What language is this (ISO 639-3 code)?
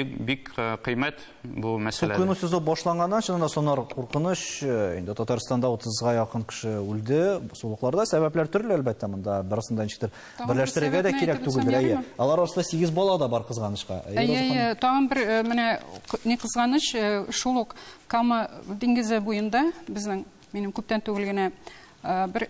tat